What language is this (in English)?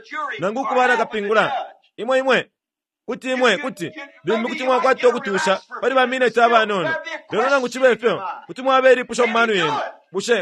Bemba